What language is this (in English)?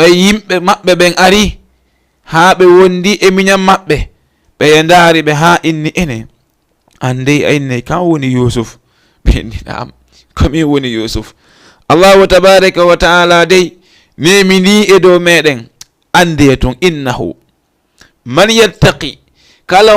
Fula